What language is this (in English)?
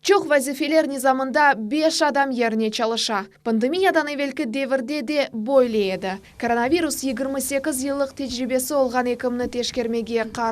Crimean Tatar